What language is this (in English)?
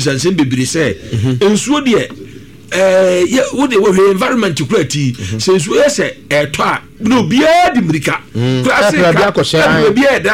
Akan